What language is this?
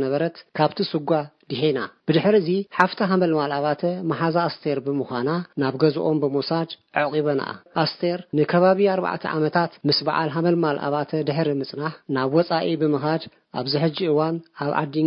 Tigrinya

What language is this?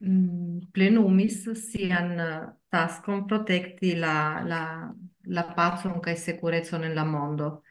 Esperanto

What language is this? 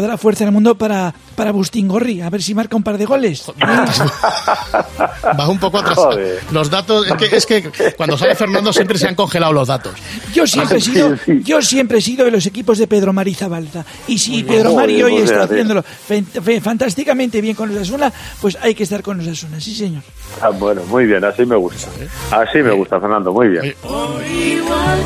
Spanish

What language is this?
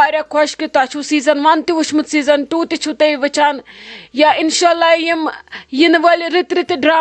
Kashmiri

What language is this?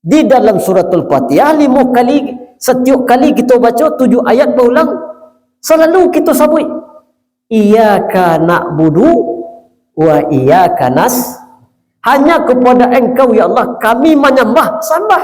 Minangkabau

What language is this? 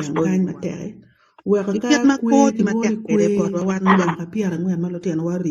Acoli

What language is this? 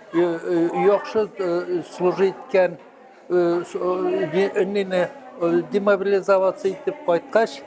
Tatar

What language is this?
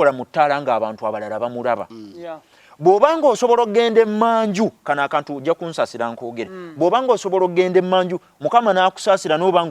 Ganda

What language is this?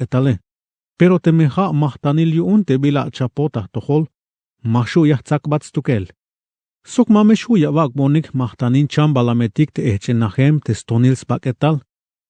Tzeltal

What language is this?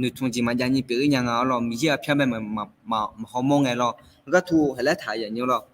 Akha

